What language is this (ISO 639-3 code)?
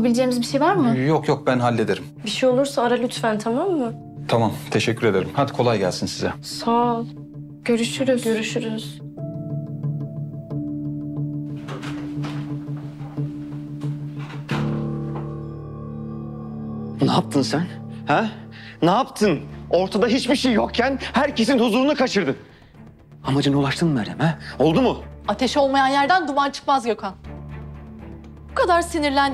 tur